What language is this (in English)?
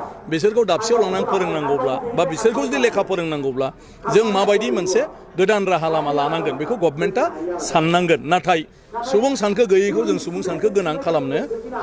Bodo